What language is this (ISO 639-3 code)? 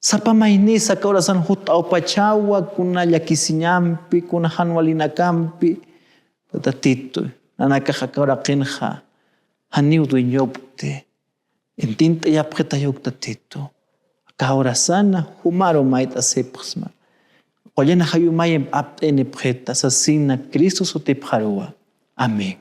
aym